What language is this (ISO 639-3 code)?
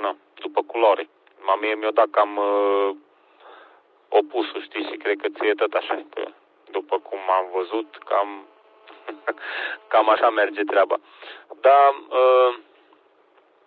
ron